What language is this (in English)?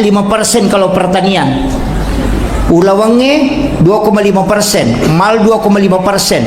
Buginese